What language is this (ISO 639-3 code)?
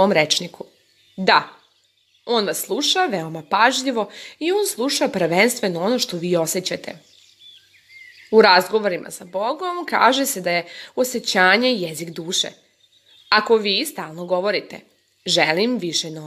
srp